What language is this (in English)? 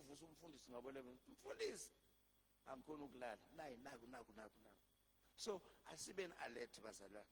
Zulu